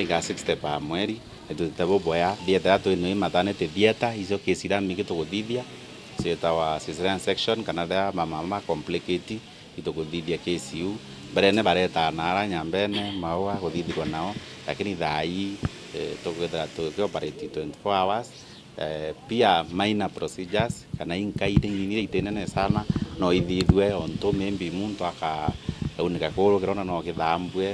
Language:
Meru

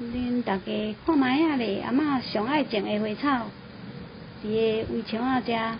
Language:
Min Nan Chinese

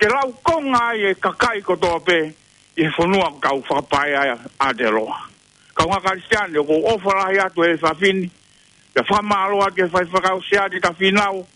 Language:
Tongan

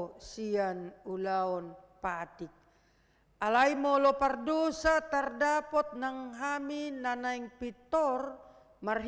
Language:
Batak Toba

